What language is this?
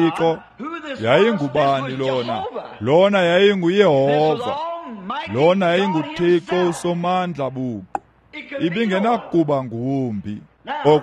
Xhosa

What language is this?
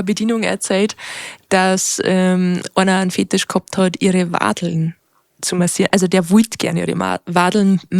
Bavarian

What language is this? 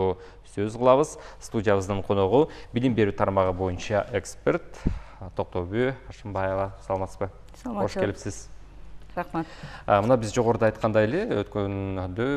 Kyrgyz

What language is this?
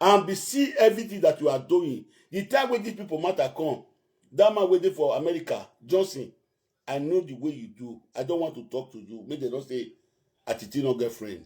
Nigerian Pidgin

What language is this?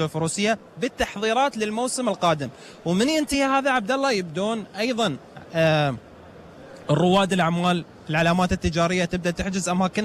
Gulf Arabic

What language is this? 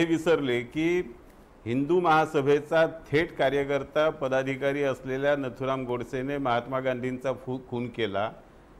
Marathi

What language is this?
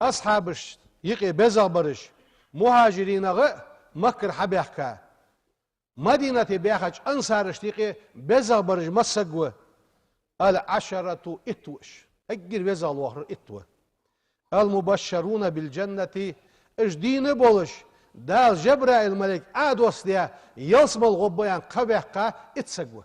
Ingush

